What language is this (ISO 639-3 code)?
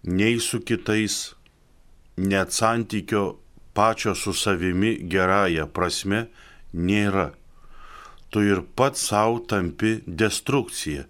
lit